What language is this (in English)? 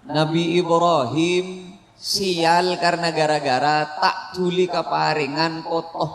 Madurese